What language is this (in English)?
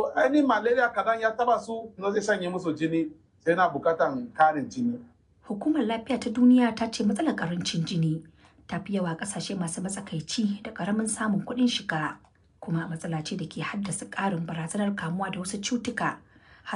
Hausa